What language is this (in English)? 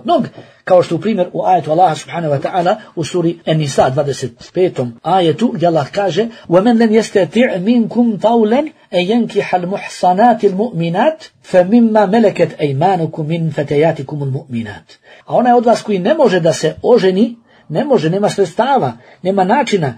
Bosnian